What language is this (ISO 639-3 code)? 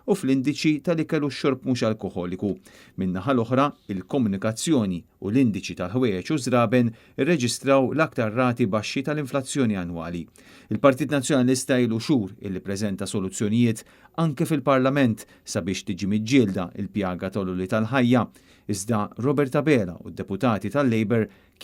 mlt